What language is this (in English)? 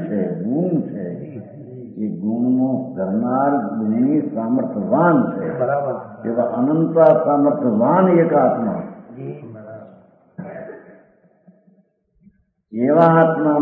Gujarati